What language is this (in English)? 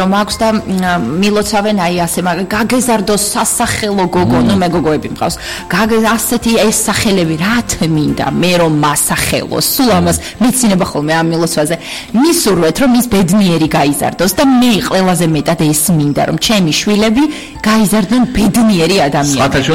Georgian